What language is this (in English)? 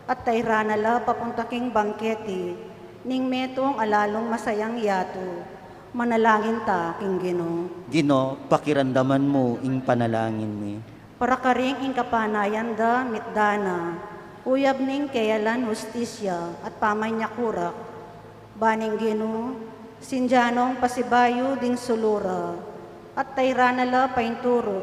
Pampanga